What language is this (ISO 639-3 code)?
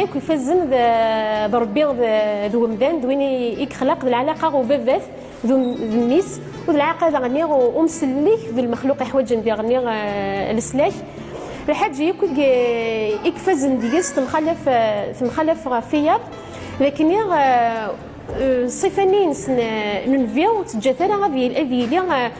kab